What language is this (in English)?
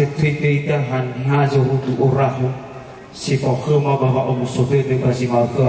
Nias